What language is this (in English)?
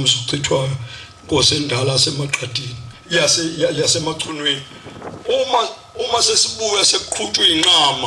Zulu